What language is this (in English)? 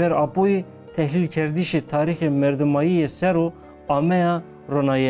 Zaza